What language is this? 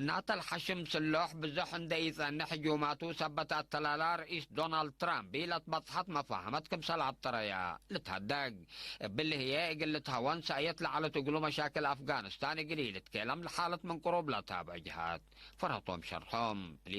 Tigre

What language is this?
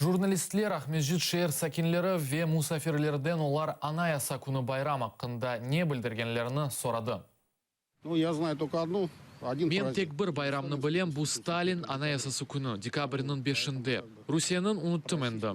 Crimean Tatar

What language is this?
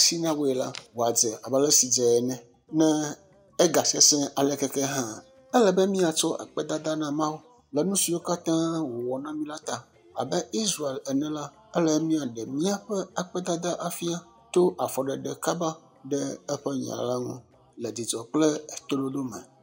Ewe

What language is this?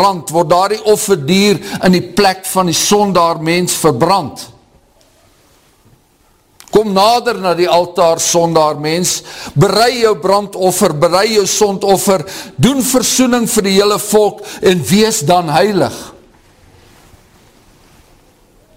Afrikaans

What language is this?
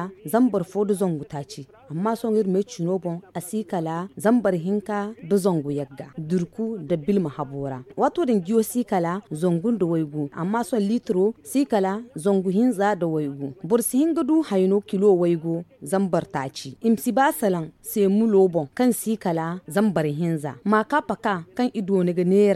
Zarma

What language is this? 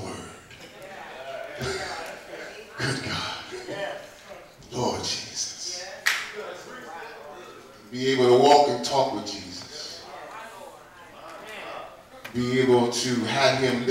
English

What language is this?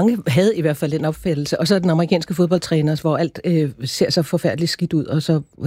Danish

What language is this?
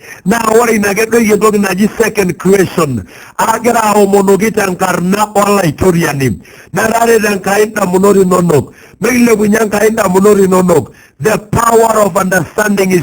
Masai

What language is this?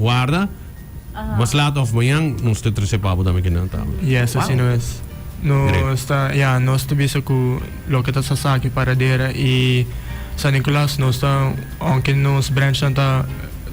Papiamento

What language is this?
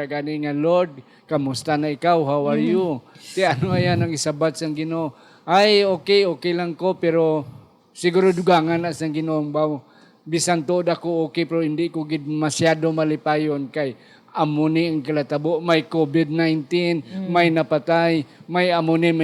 Hiligaynon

